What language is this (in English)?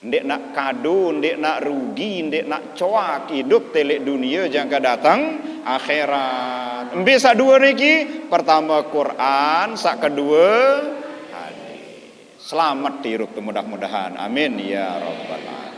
Sasak